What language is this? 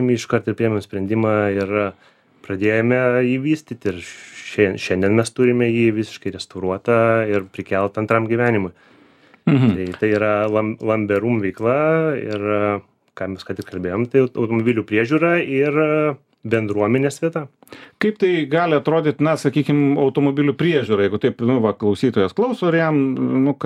Lithuanian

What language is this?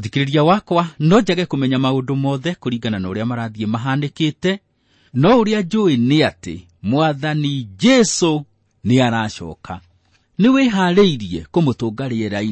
Kikuyu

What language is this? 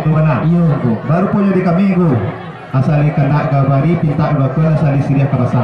Minangkabau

